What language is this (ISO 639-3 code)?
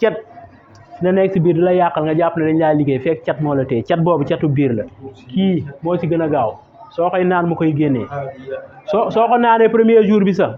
wol